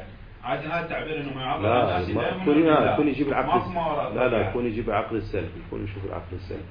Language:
Arabic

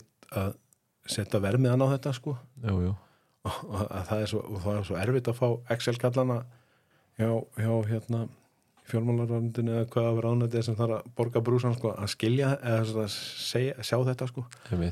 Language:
Icelandic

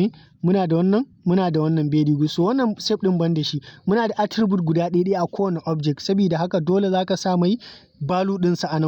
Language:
Hausa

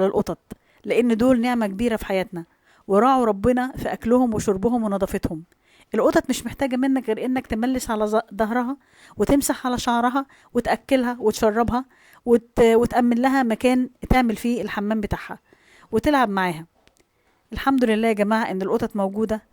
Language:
Egyptian Arabic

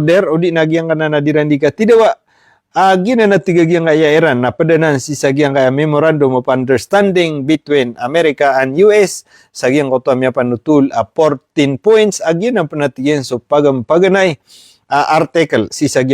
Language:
Maranao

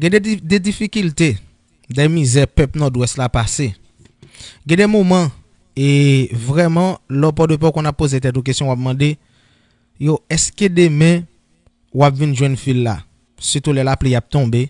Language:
Haitian Creole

